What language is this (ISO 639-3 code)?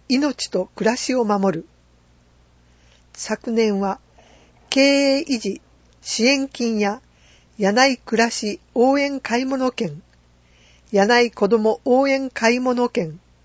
jpn